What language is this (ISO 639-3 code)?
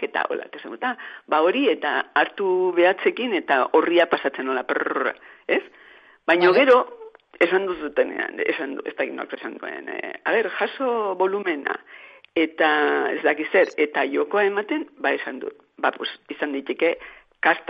eus